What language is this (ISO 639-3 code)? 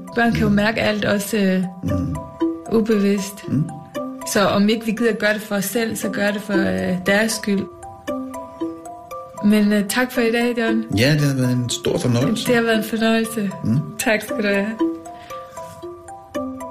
dan